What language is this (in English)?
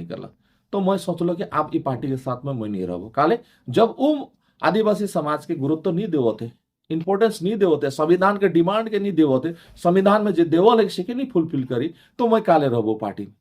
Sadri